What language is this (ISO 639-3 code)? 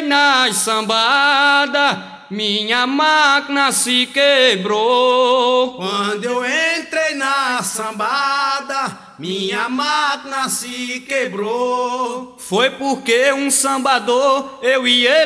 por